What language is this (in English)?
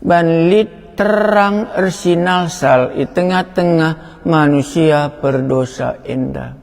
Batak Karo